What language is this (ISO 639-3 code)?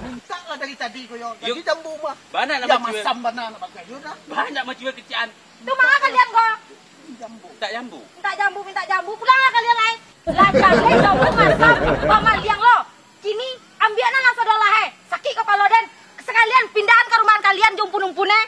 min